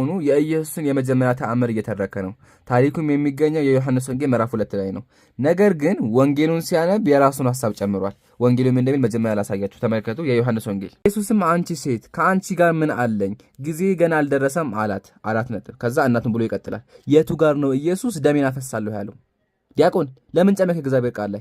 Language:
Amharic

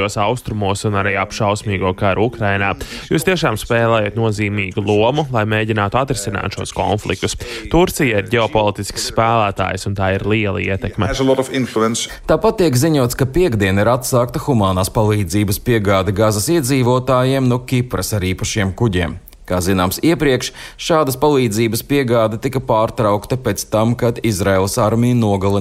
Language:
Latvian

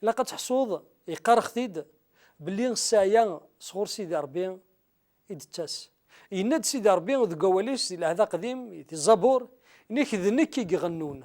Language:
Kabyle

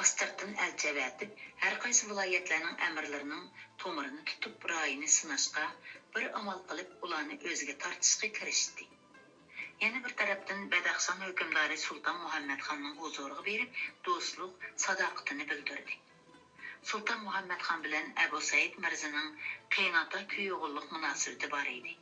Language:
Uyghur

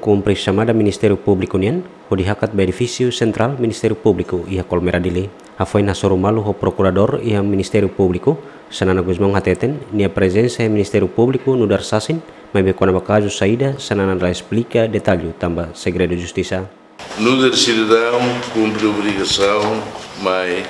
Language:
Tetum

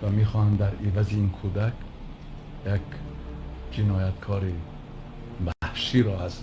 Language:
Tajik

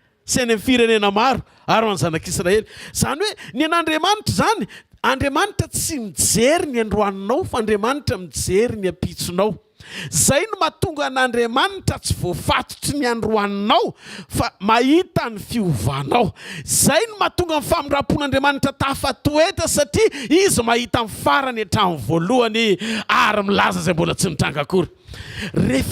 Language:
Malagasy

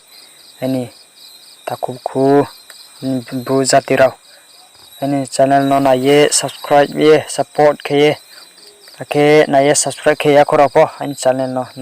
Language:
Riang (India)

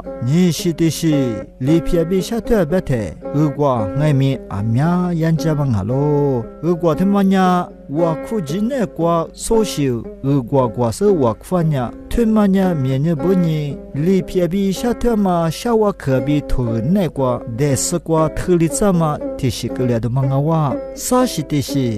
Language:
Lisu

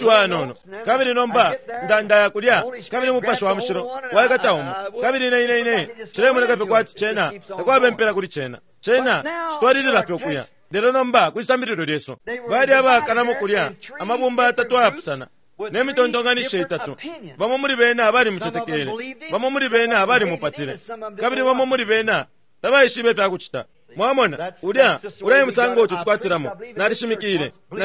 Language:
Bemba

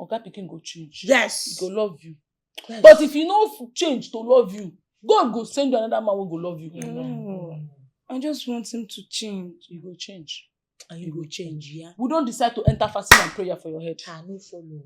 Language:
Nigerian Pidgin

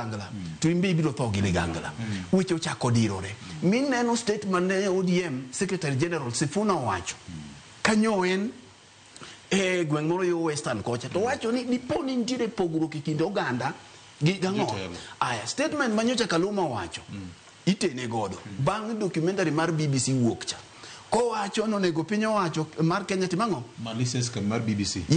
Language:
Luo (Kenya and Tanzania)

